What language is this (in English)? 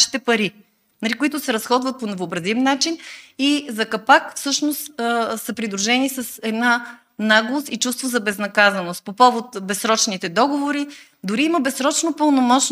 Bulgarian